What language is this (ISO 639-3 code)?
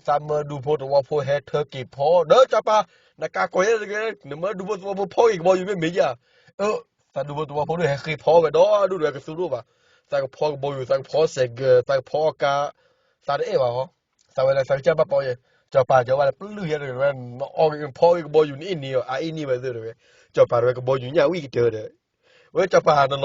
ksw